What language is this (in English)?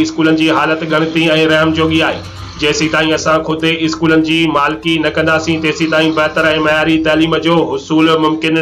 Sindhi